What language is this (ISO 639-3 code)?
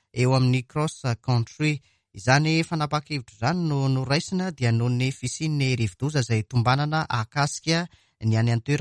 mlg